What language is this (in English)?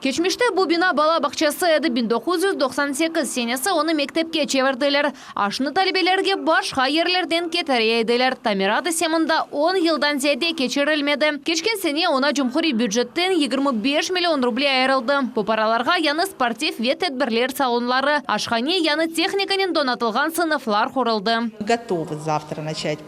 Crimean Tatar